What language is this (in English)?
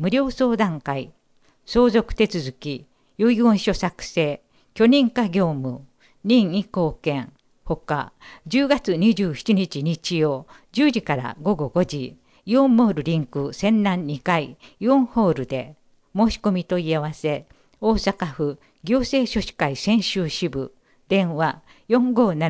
Japanese